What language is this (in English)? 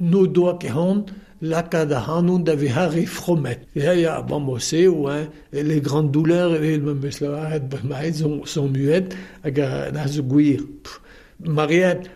Breton